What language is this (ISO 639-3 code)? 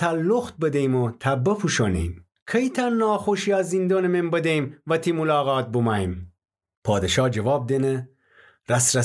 glk